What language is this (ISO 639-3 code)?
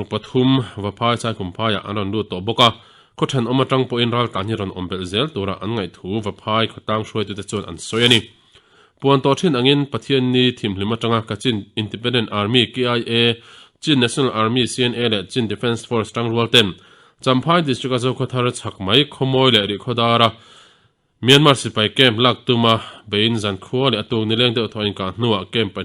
lus